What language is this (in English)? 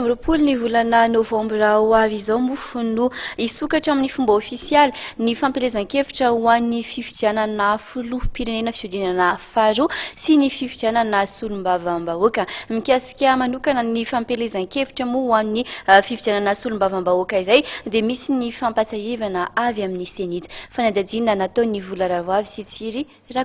Malagasy